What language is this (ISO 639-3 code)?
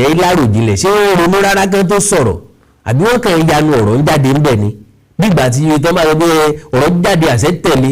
yor